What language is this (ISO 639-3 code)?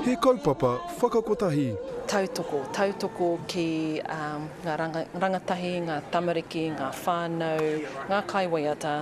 mri